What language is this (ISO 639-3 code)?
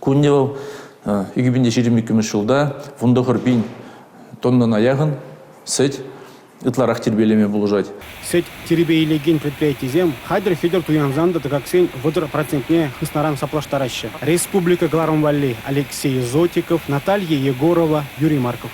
chv